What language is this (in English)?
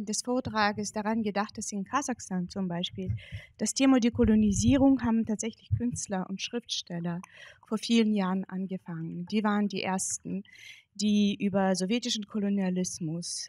German